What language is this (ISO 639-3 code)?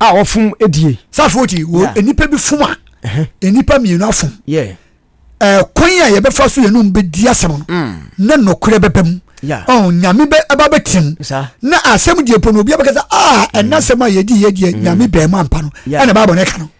aka